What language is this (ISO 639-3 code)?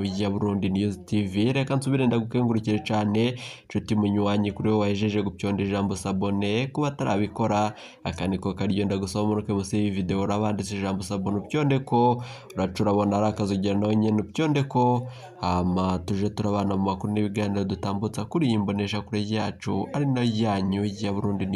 run